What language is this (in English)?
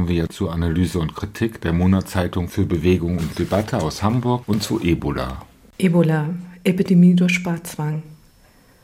German